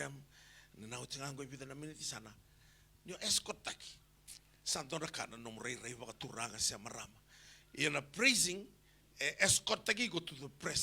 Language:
Fijian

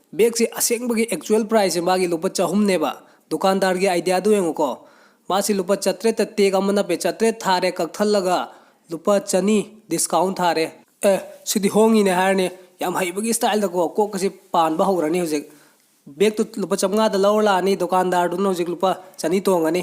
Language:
Manipuri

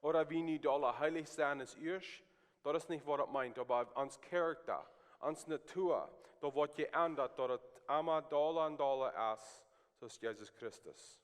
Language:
Plautdietsch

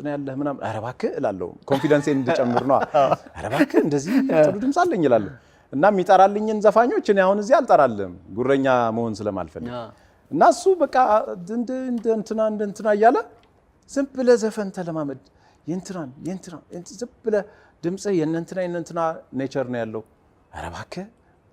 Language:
Amharic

